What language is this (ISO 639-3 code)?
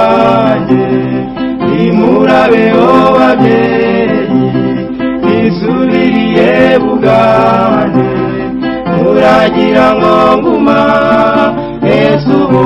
kin